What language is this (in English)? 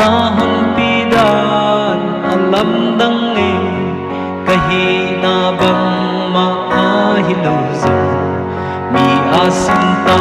Paite Chin